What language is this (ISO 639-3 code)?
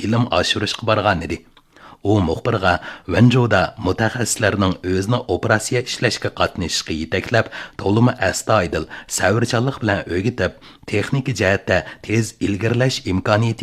uig